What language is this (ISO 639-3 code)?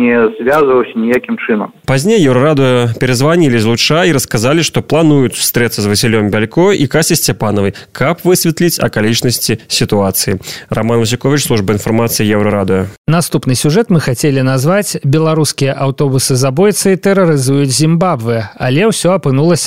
bel